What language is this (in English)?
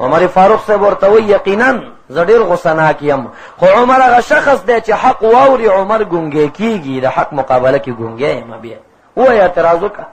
Pashto